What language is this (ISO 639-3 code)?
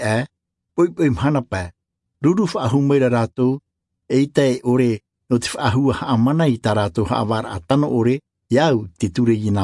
tah